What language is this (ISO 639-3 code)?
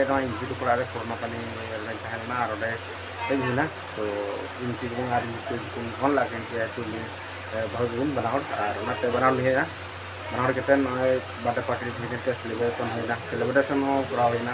sat